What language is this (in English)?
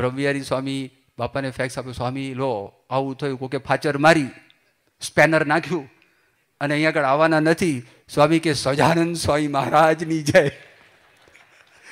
Gujarati